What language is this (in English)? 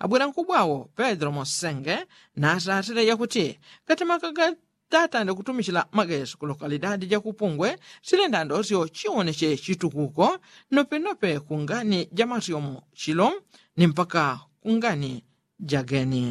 Yao